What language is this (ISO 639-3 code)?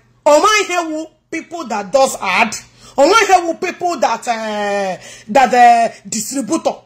ibo